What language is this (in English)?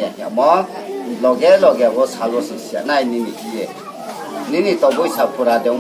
Riang (India)